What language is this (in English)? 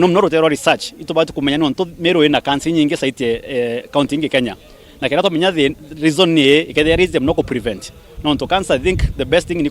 Meru